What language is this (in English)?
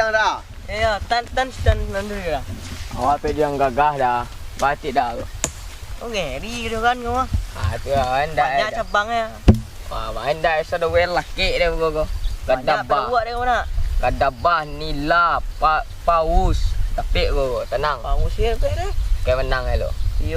Minangkabau